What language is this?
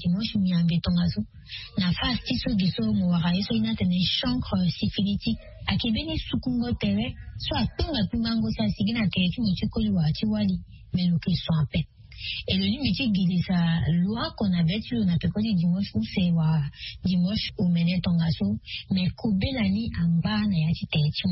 Sango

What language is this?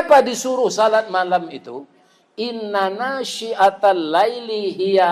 Minangkabau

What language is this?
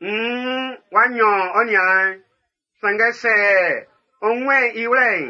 Baoulé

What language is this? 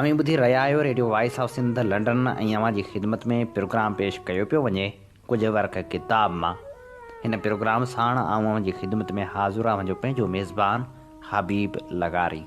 Sindhi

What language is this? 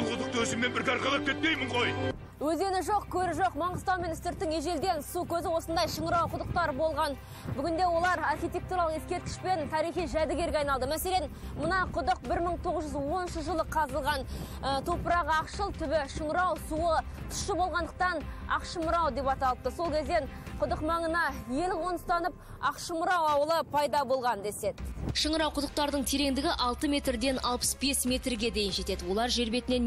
Kazakh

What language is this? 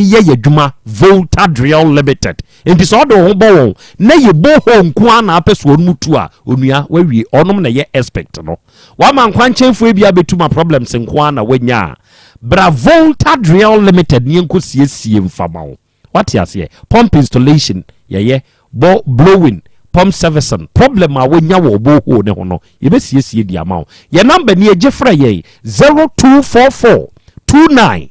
Akan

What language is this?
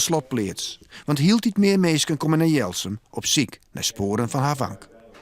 Western Frisian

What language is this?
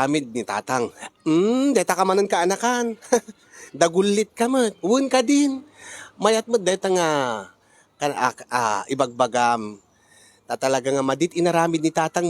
Iloko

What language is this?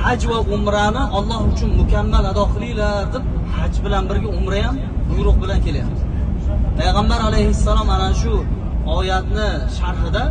Uzbek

